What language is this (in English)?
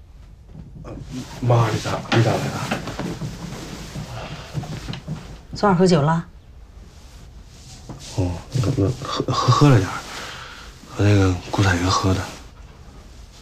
Chinese